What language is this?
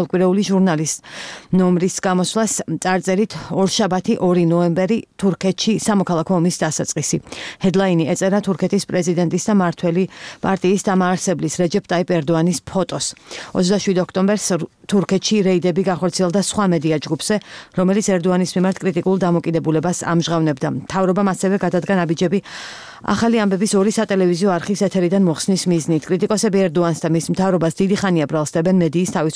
Georgian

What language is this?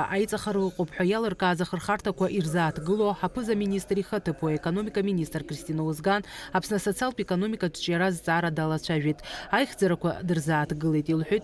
Abkhazian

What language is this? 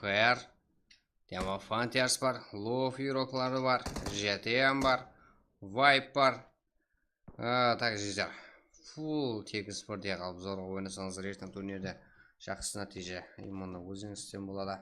Kara-Kalpak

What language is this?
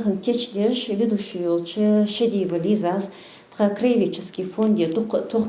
Ingush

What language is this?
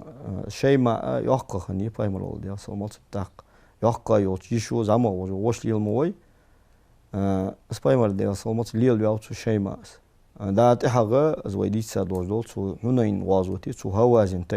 Ingush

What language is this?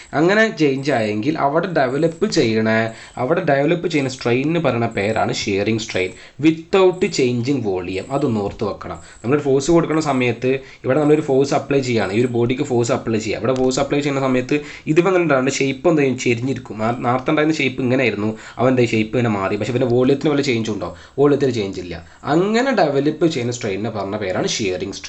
Malayalam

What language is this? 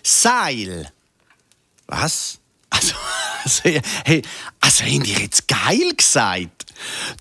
Swiss German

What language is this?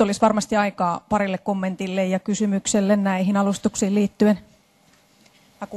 Finnish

